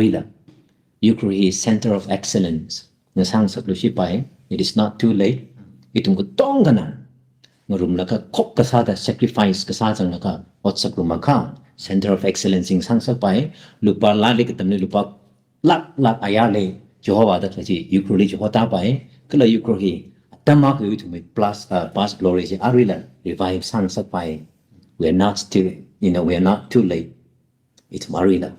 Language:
Tangkhul Naga (India)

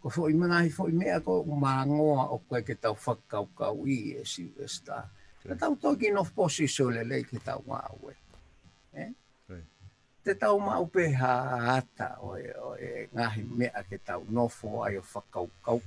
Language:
Tongan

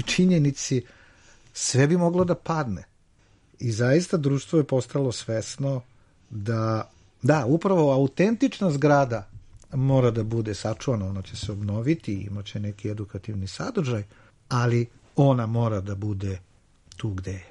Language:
Serbian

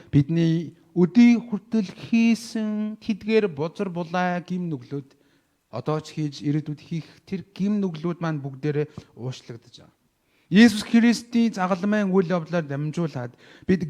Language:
Mongolian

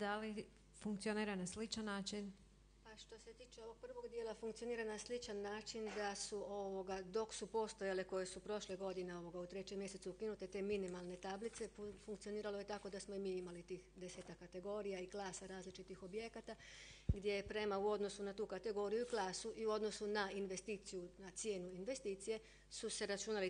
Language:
Croatian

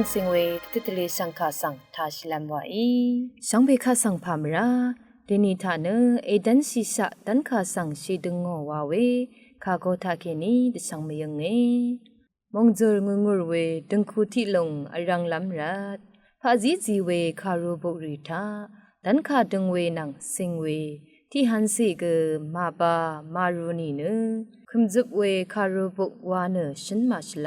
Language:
Rawang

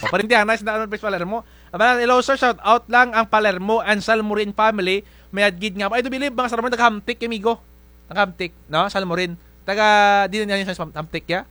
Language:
Kinaray-a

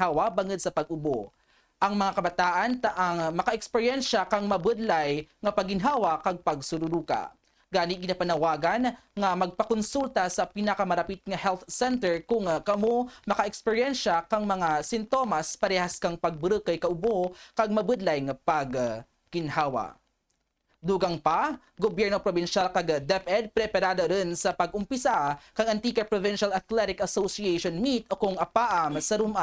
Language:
Kinaray-a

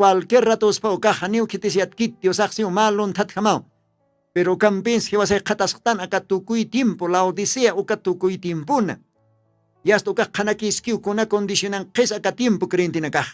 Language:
Aymara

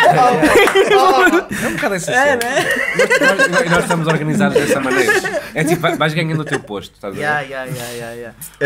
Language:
Portuguese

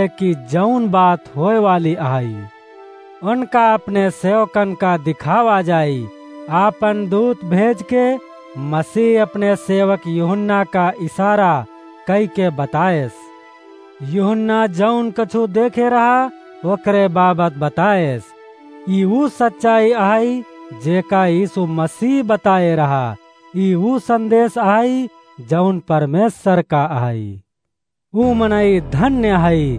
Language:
Awadhi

